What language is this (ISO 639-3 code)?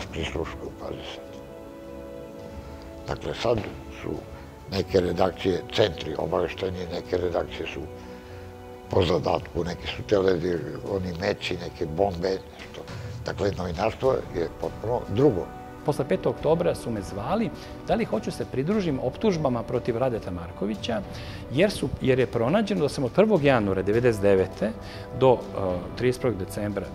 srp